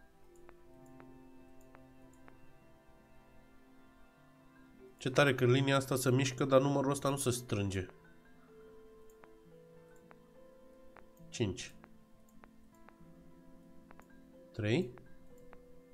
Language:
Romanian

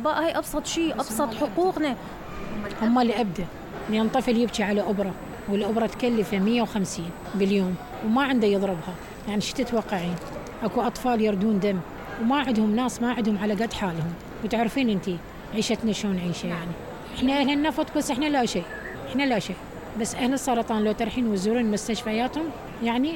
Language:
Mesopotamian Arabic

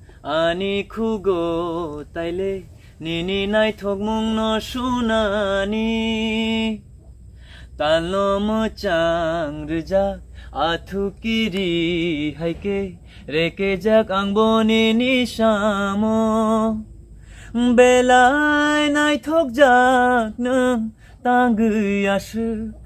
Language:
Kok Borok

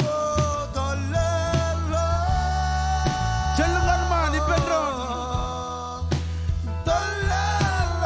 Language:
Marshallese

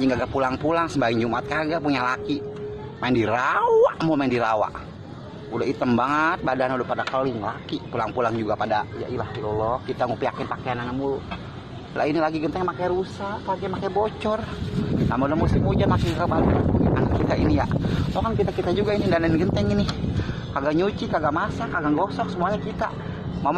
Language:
Betawi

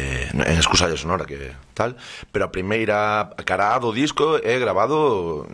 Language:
Galician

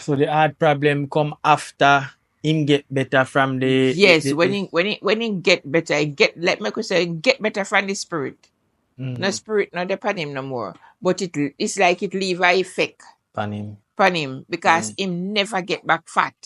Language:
Jamaican Creole English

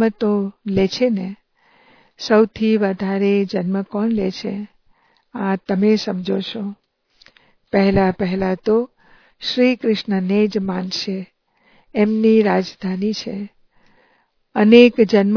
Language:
Gujarati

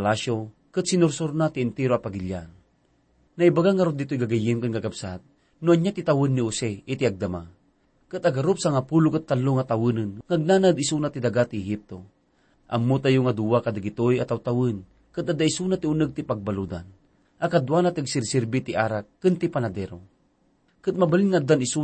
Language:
Iloko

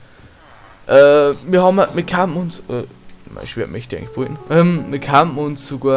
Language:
Bavarian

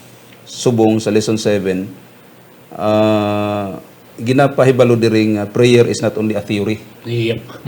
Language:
Hiligaynon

